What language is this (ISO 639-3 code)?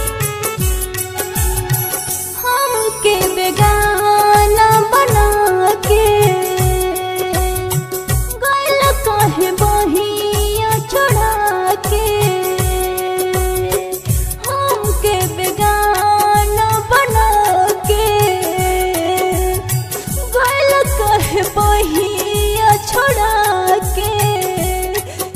bho